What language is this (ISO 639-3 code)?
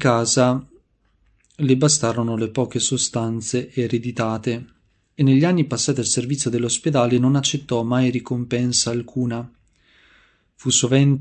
ita